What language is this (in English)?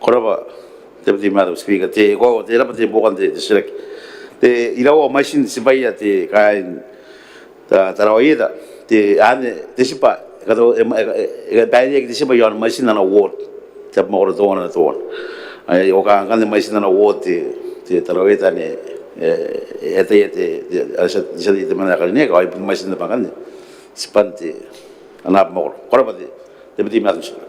Gilbertese